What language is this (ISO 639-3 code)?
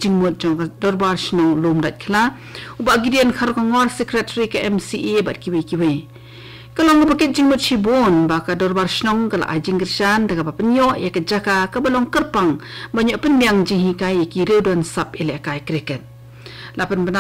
kha